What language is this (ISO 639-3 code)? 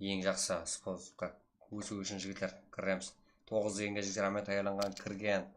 kaa